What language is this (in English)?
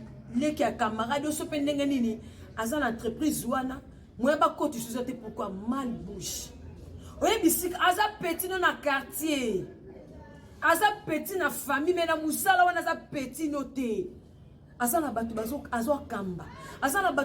Lingala